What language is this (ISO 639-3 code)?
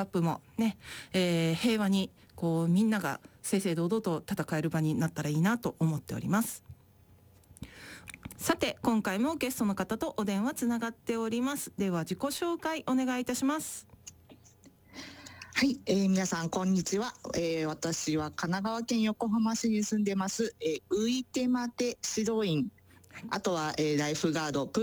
jpn